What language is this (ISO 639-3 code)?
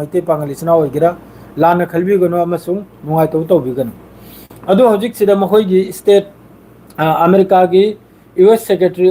mni